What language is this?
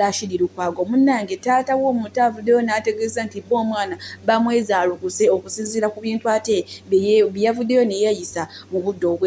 Ganda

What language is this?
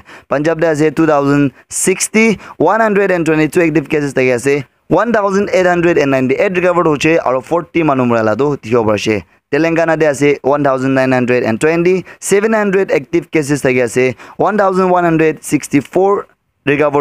Naga Pidgin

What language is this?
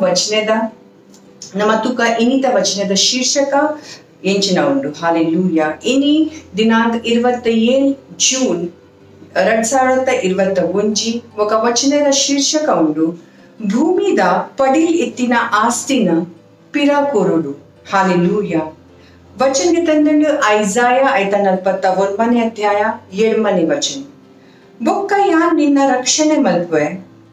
Tulu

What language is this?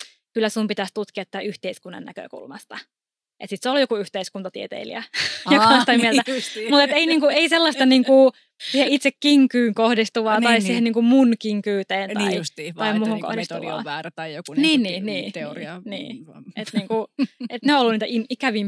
Finnish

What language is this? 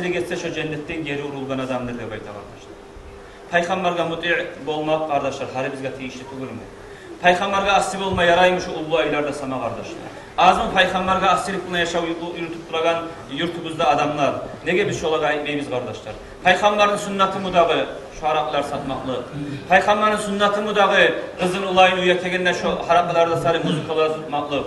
Kumyk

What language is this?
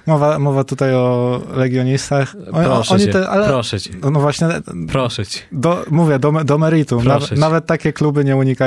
Polish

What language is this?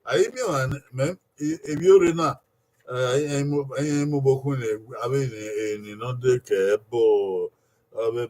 Bini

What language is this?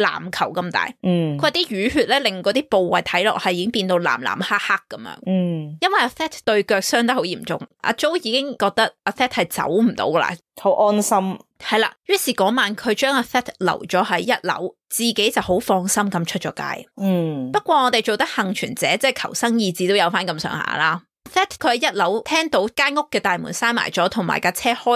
Cantonese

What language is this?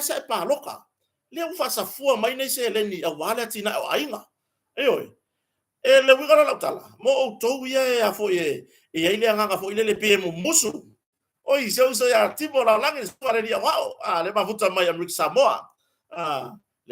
Samoan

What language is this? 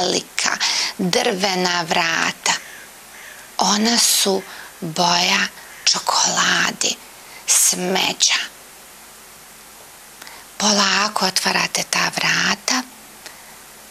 Bosnian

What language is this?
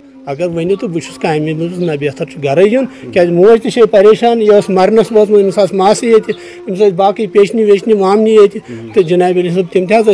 Kashmiri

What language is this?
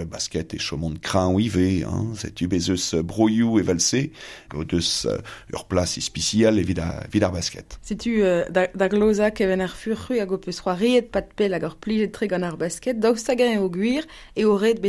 Breton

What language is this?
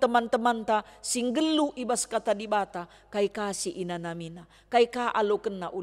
Batak Karo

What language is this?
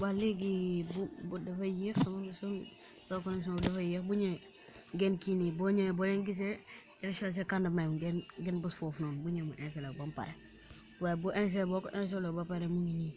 Wolof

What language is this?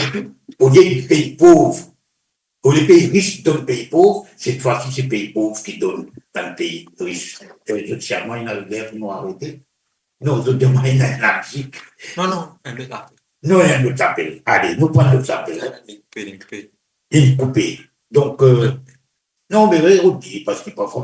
Morisyen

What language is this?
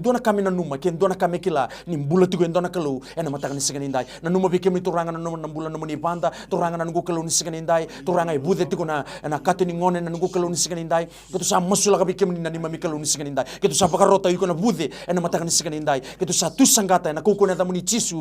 Fijian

